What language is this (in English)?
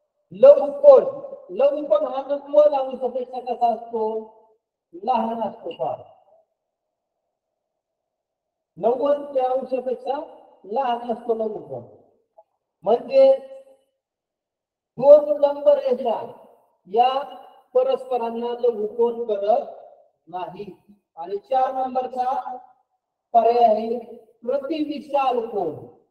Marathi